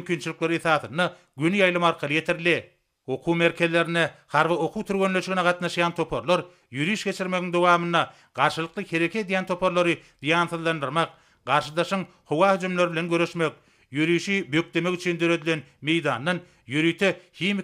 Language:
Turkmen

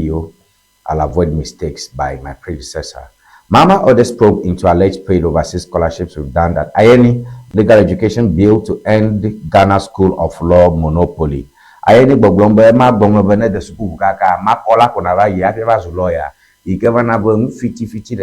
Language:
Ewe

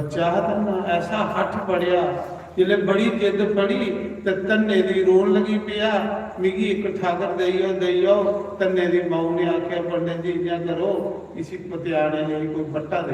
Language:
Dogri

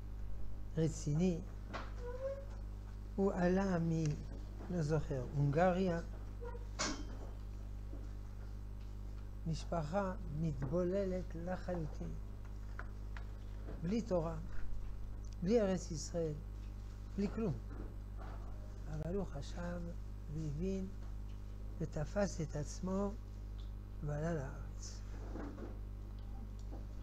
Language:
Hebrew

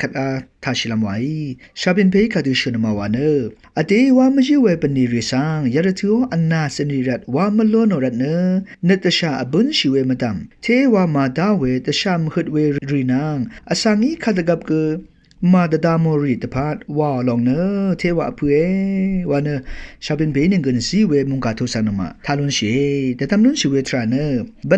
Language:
Rawang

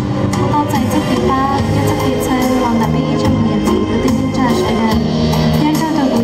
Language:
Hmong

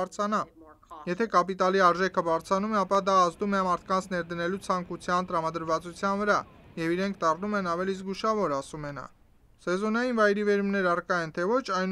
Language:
Armenian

